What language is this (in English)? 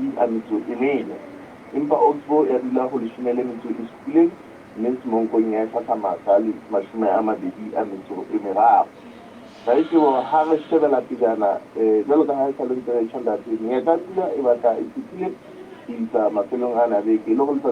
Southern Sotho